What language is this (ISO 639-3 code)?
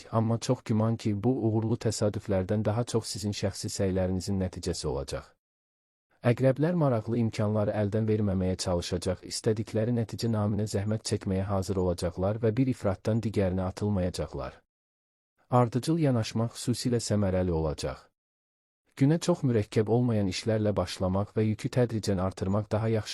aze